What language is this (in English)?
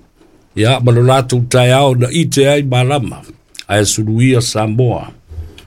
Samoan